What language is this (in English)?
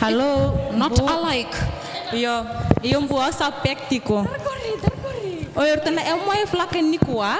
Fijian